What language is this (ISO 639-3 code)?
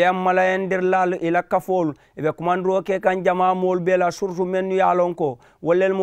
man